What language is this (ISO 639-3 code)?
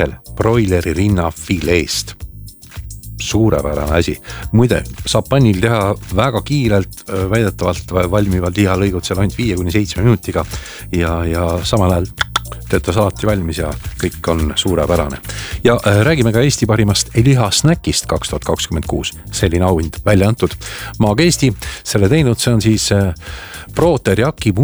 est